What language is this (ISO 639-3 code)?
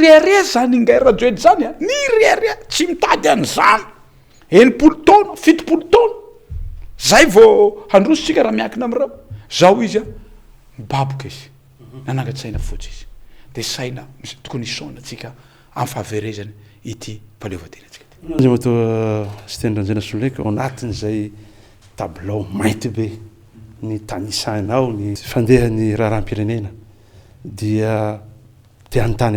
mlg